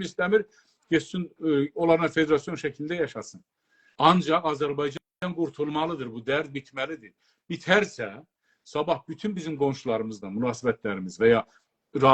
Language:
South Azerbaijani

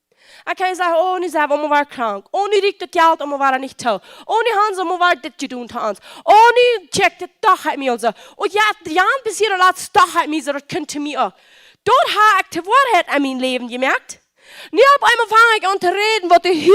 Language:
Plautdietsch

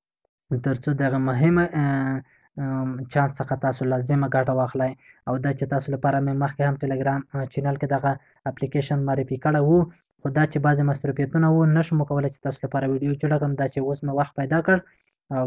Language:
Pashto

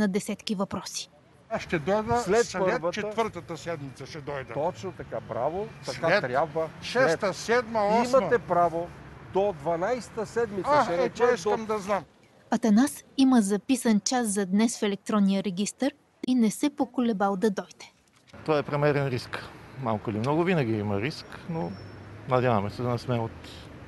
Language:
Bulgarian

